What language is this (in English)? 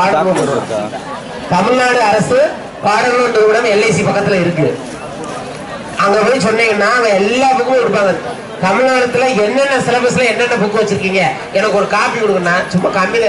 Tamil